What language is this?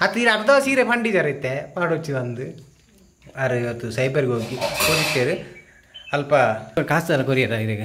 Tulu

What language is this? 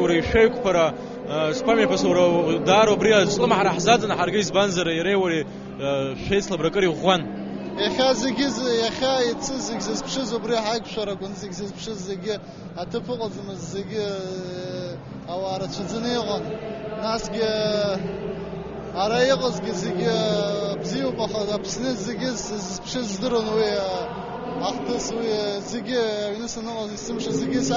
Abkhazian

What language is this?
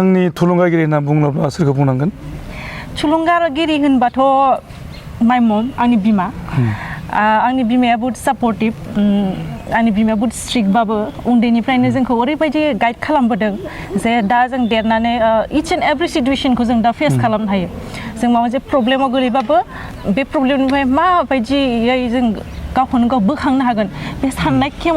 Bodo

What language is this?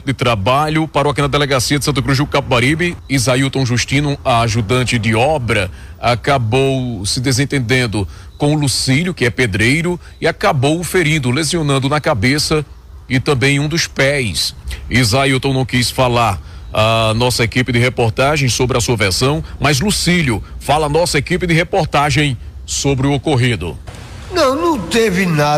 Portuguese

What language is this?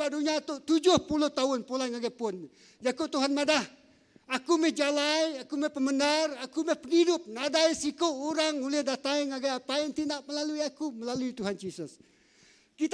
Iban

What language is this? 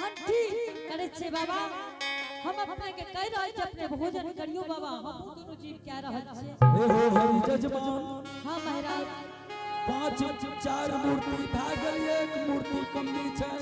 Angika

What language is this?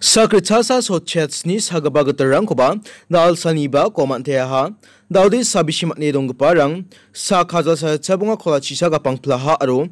Garo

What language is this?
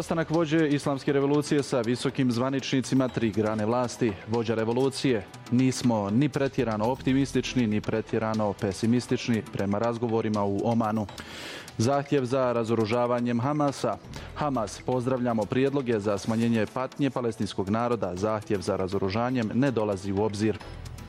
Bosnian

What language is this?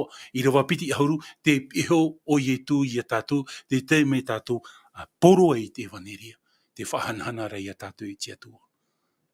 Tahitian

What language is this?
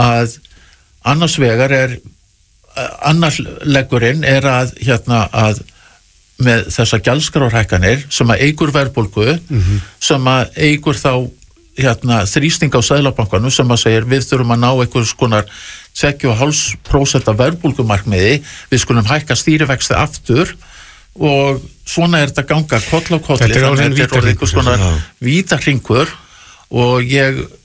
Icelandic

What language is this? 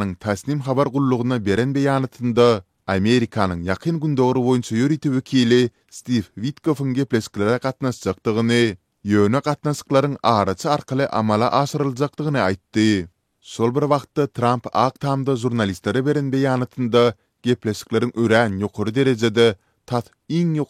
Turkmen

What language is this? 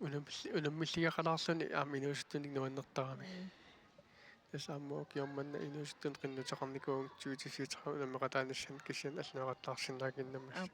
Kalaallisut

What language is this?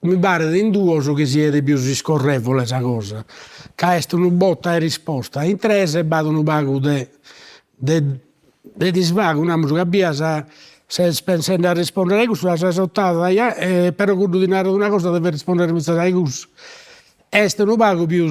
Sardinian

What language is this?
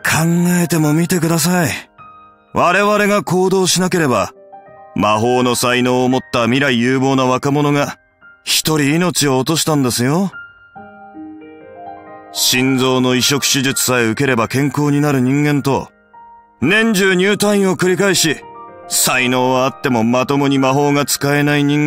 Japanese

